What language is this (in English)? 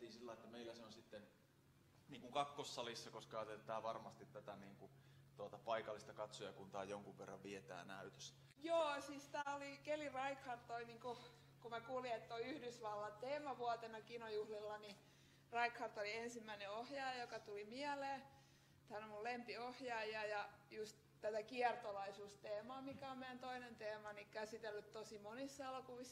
Finnish